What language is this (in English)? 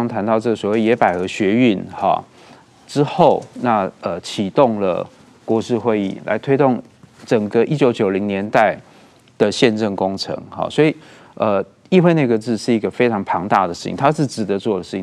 Chinese